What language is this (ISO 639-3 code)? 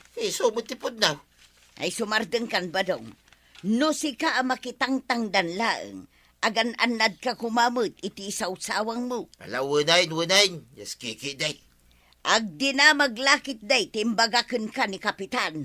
ilo